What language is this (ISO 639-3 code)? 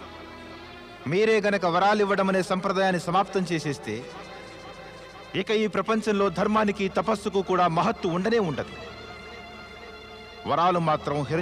tel